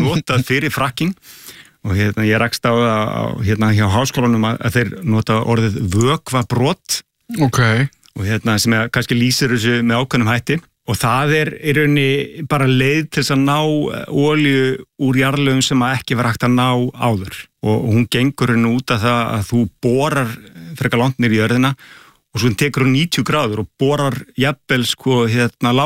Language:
Icelandic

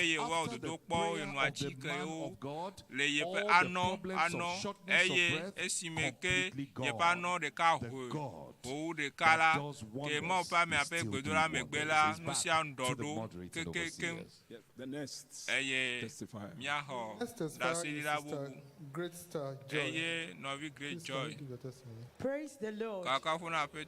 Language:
Ewe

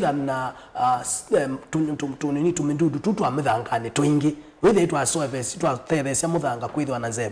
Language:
Kamba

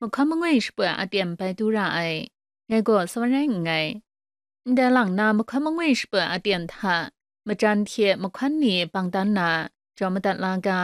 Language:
Kachin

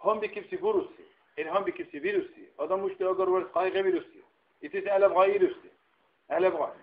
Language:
Dargwa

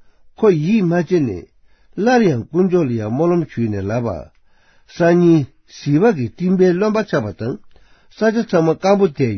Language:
Tibetan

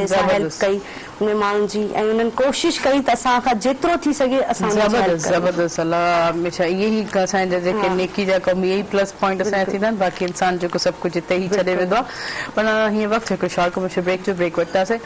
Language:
Sindhi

